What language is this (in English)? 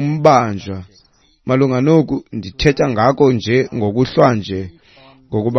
Xhosa